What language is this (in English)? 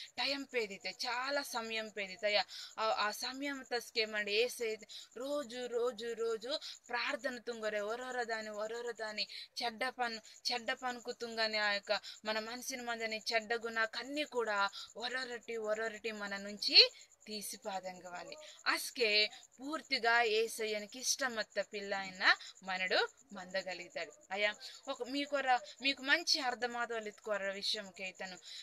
Koya